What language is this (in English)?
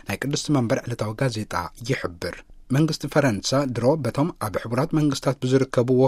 Tigrinya